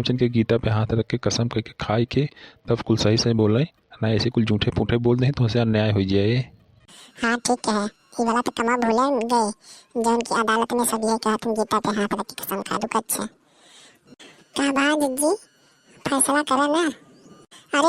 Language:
Awadhi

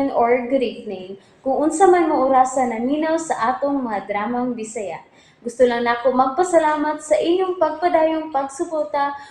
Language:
Cebuano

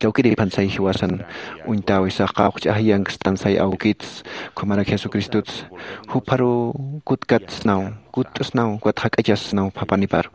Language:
Aymara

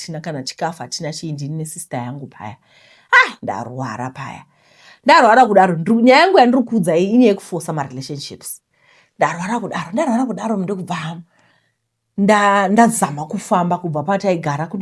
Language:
Shona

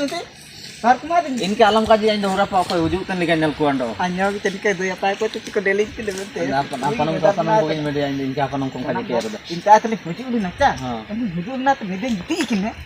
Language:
Ho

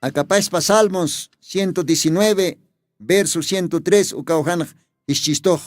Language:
Aymara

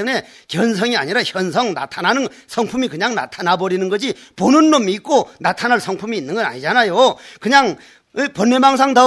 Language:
Korean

